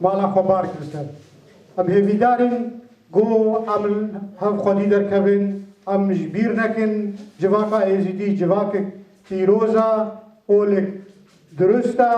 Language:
Kurdish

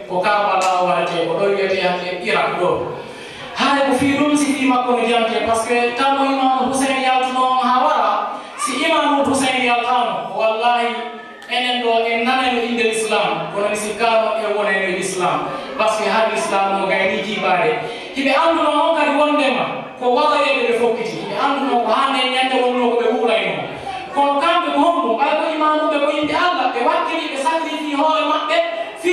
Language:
Fula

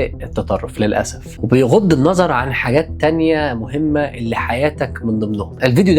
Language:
Egyptian Arabic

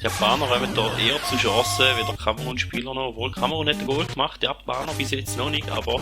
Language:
Swiss German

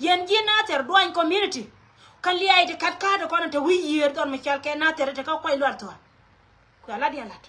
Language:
Nuer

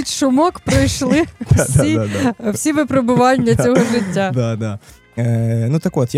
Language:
Ukrainian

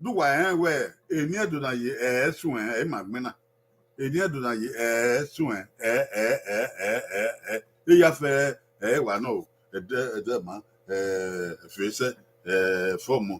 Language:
Bini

